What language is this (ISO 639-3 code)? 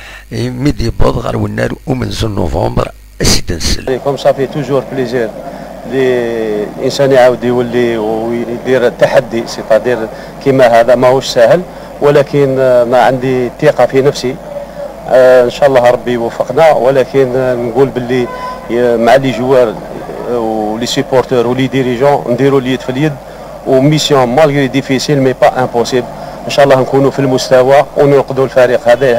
arq